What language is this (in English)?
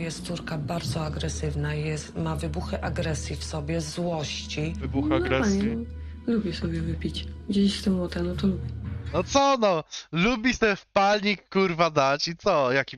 Polish